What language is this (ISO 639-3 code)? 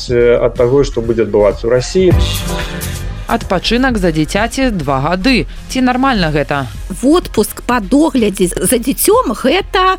bel